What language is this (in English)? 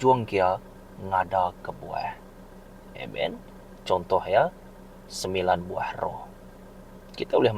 Iban